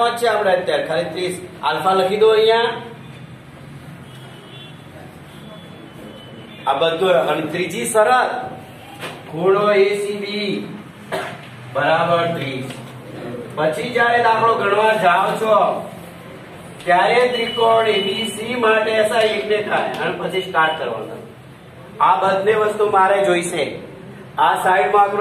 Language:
Gujarati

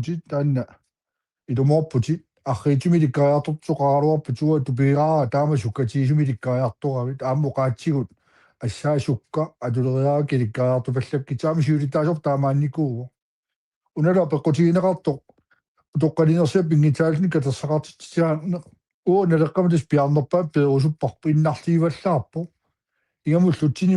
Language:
Kalaallisut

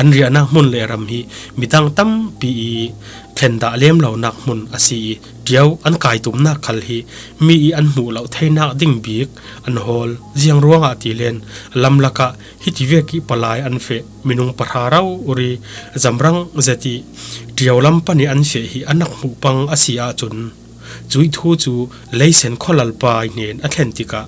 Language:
Falam Chin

